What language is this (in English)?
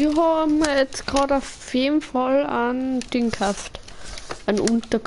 Bavarian